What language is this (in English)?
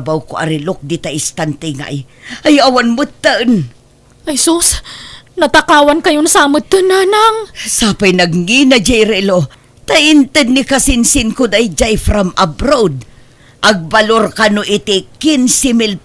Iloko